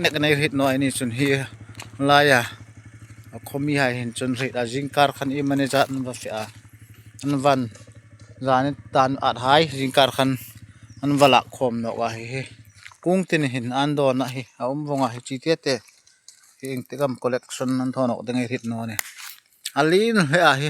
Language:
Hmar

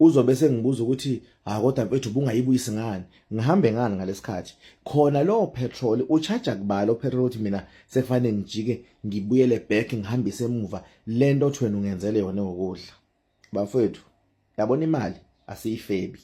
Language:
Zulu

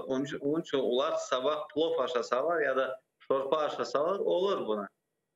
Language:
Crimean Tatar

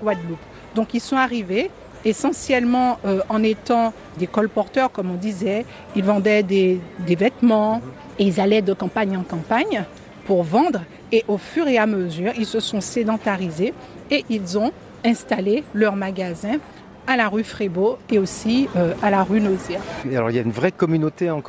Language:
French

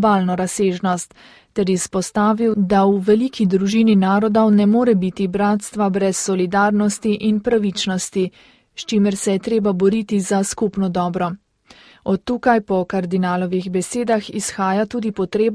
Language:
Slovenian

